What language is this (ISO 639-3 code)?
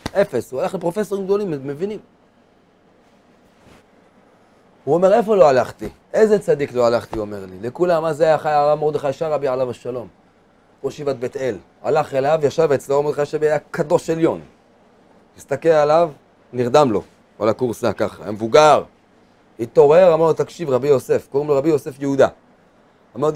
heb